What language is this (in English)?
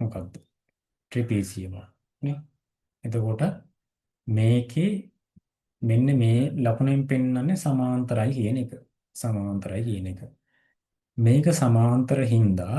Sinhala